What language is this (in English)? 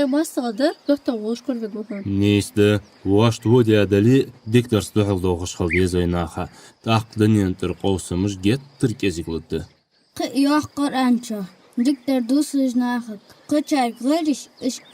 Ingush